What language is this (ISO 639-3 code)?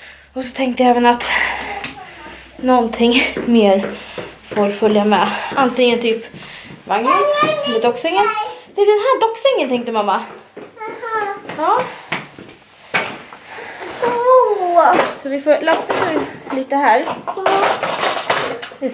swe